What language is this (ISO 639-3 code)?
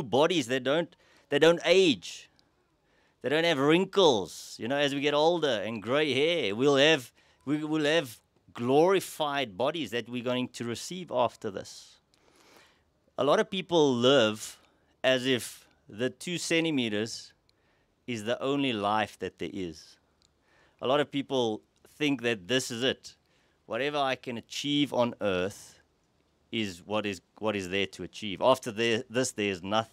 eng